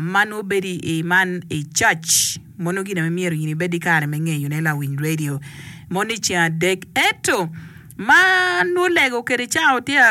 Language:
Acoli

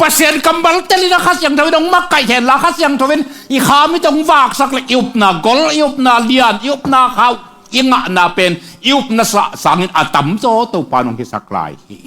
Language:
Tedim Chin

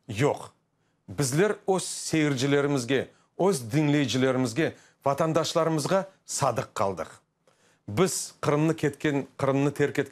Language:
Crimean Tatar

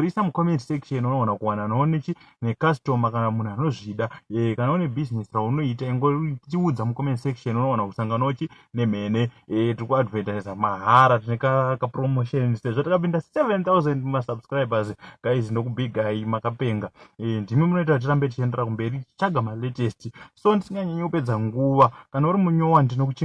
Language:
Shona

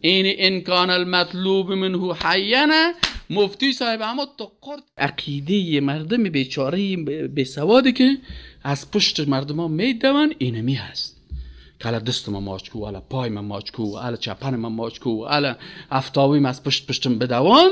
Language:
Persian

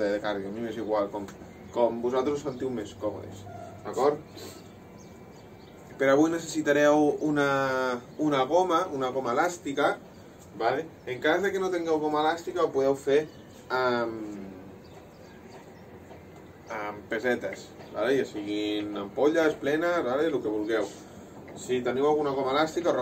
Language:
Catalan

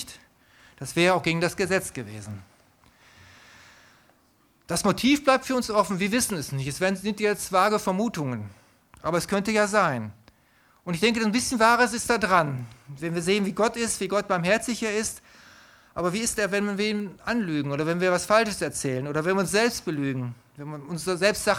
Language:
German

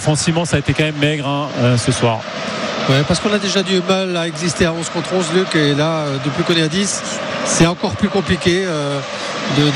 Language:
French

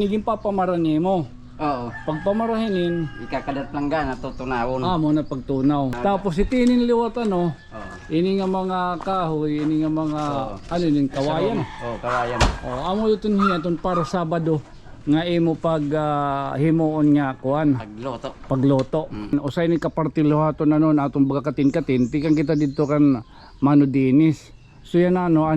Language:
Waray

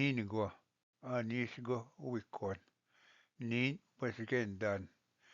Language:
Ojibwa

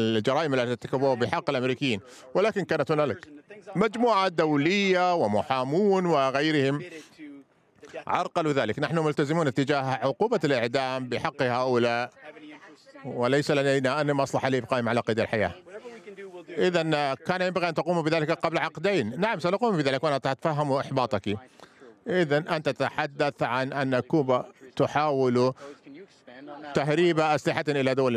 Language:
Arabic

